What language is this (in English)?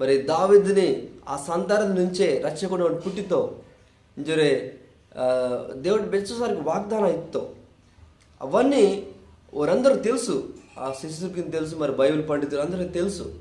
Koya